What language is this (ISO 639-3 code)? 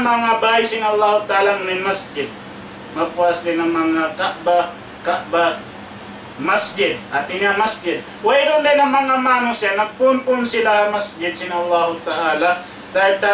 tsg